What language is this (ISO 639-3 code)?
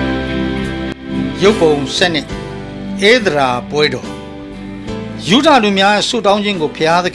mya